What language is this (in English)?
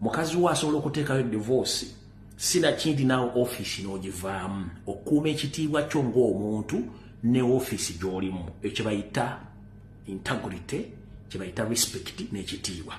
Ganda